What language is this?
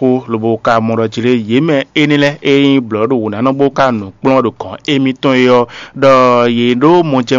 Fon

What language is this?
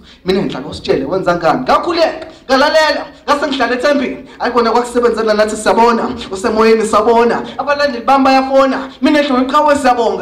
Zulu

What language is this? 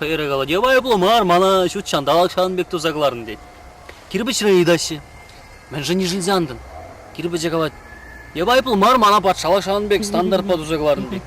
Chuvash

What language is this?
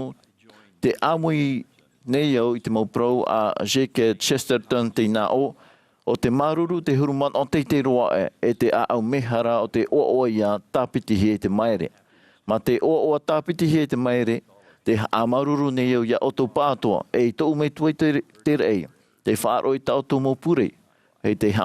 Tahitian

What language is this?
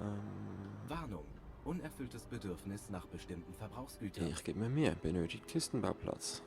Swiss German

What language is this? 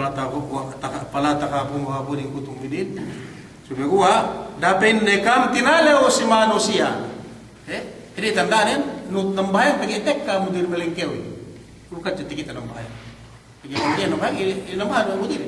Yakan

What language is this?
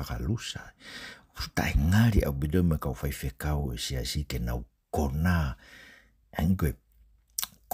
Tongan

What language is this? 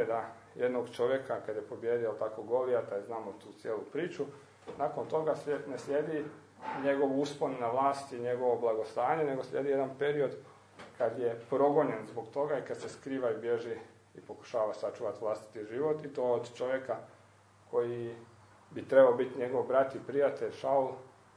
Croatian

